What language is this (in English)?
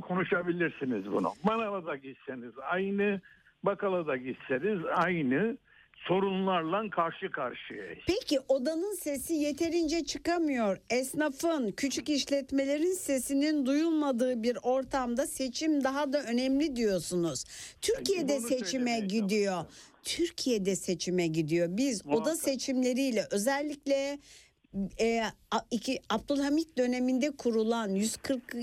Turkish